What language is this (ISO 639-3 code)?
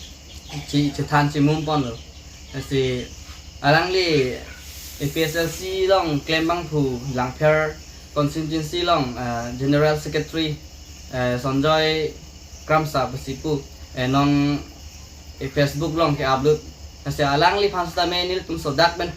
mjw